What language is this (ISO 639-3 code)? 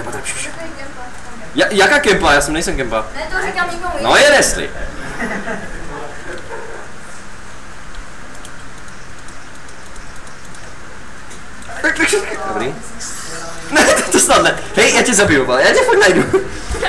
ces